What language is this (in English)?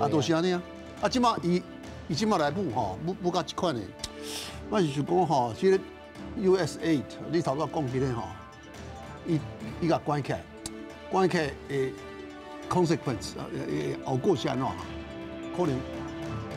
Min Nan Chinese